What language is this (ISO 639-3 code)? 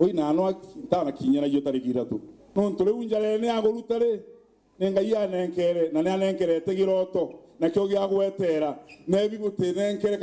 mer